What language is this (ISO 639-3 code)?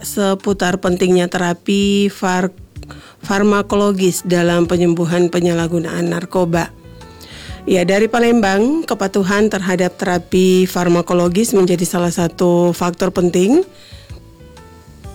ind